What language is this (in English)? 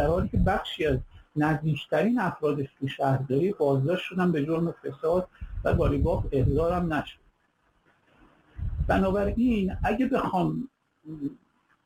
Persian